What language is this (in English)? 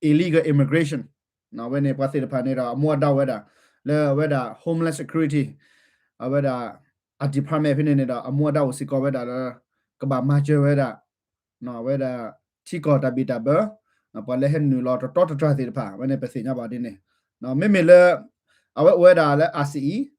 S'gaw Karen